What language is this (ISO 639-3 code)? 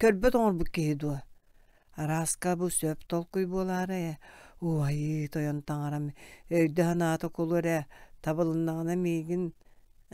sah